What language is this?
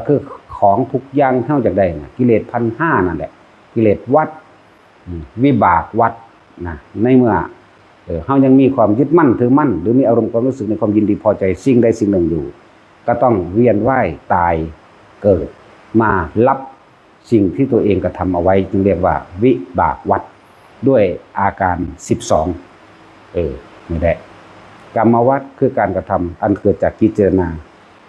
Northeastern Thai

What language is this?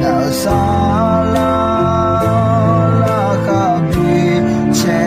Akha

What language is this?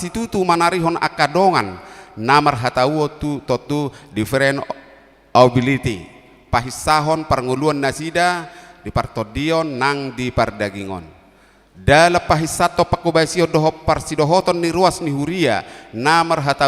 Batak Toba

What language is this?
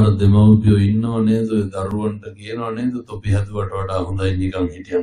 Sinhala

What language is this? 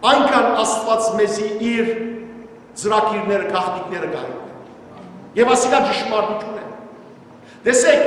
Western Armenian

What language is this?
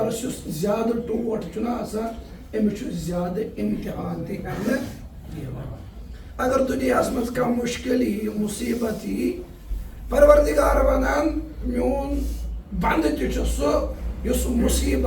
Kashmiri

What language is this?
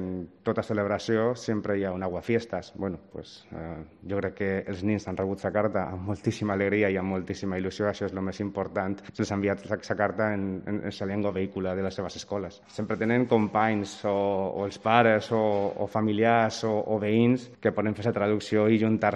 Catalan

